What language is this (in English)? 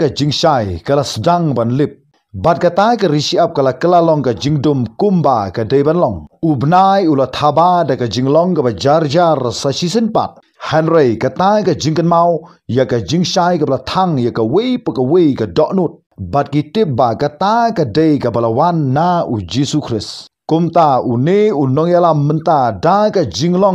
Khasi